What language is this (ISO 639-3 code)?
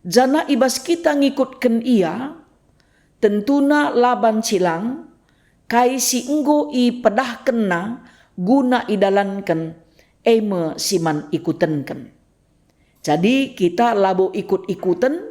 btx